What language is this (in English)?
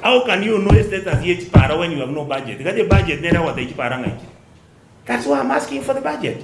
Gusii